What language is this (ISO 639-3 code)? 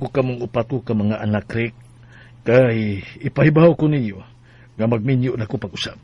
ceb